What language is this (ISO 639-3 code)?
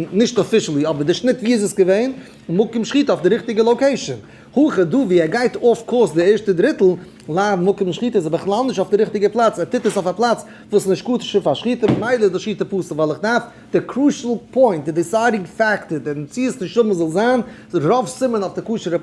yid